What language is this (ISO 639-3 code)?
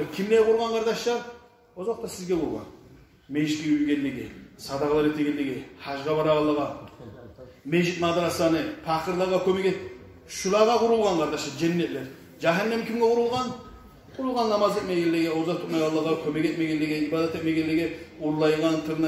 kum